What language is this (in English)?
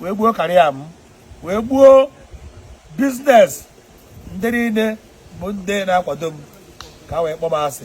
Igbo